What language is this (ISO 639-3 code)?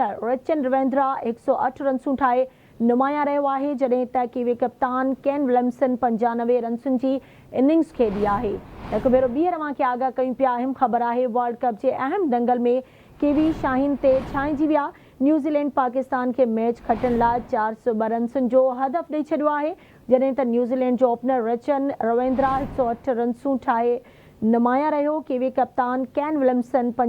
snd